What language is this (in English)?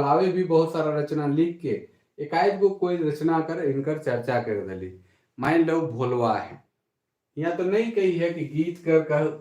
Sadri